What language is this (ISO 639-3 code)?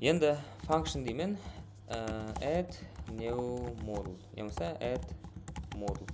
kaa